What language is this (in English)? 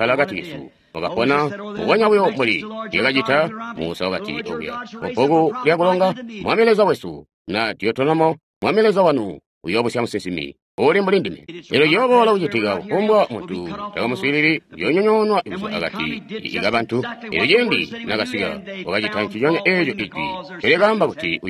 Tonga (Zambia)